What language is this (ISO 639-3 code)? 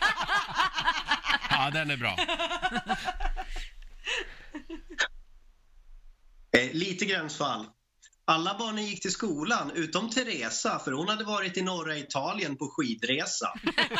swe